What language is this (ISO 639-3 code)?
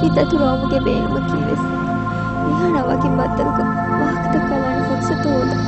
div